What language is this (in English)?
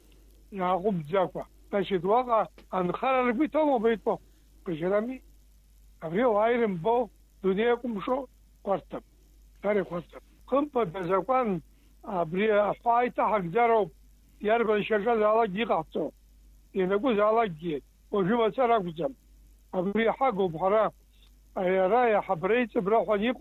Abkhazian